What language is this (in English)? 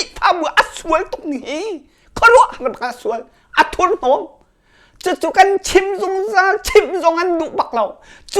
Hakha Chin